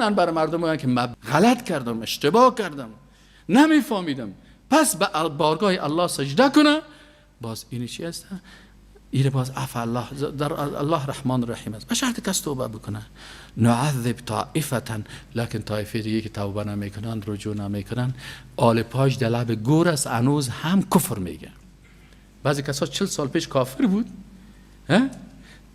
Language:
Persian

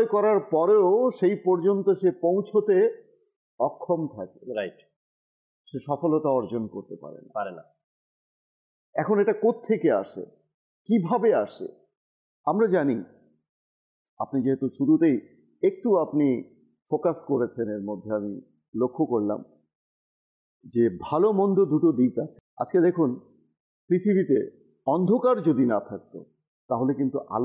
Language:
Bangla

